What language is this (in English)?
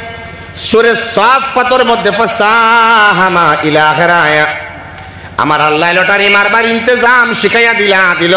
Sylheti